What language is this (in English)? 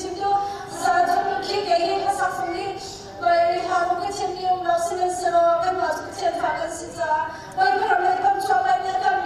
Hakha Chin